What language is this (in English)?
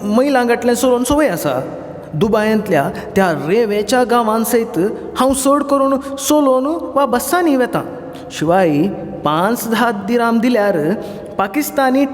Konkani